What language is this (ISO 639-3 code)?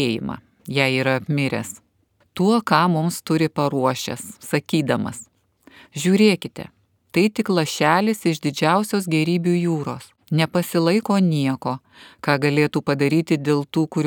lit